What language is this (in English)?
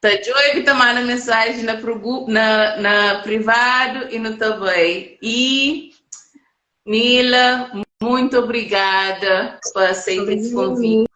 Kabuverdianu